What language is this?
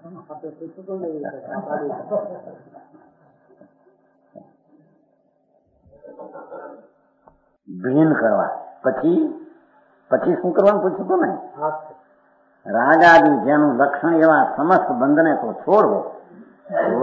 Gujarati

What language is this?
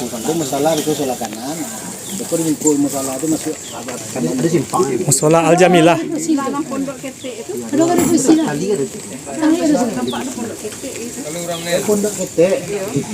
Minangkabau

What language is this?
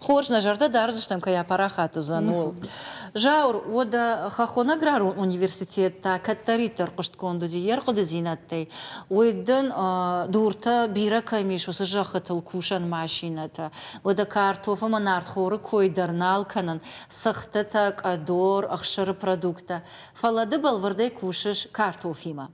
Ossetic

